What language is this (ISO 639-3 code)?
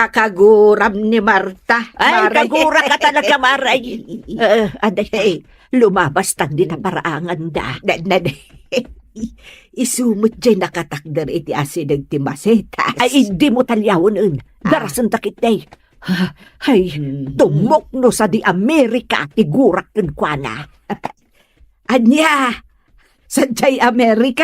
ilo